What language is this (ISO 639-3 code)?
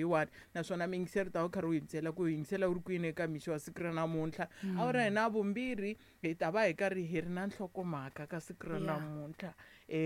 tso